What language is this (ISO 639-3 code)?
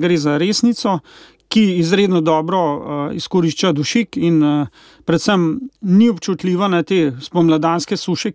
slv